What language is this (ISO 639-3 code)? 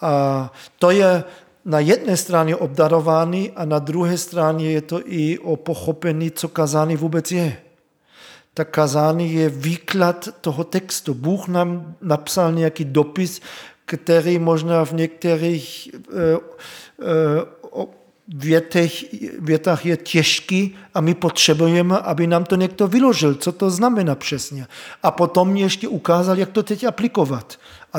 ces